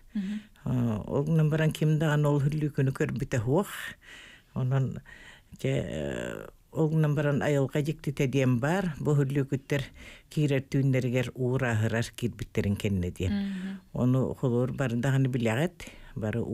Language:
Yakut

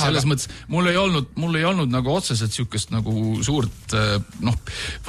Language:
Estonian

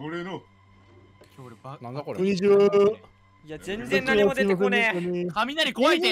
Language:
Japanese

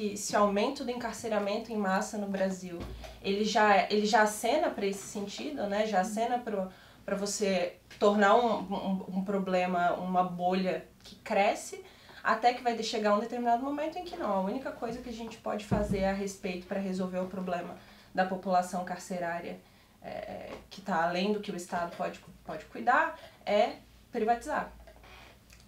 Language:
Portuguese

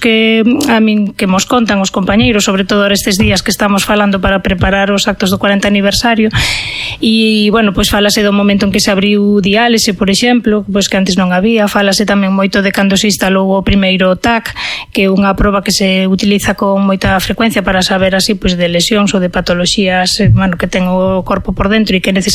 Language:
Galician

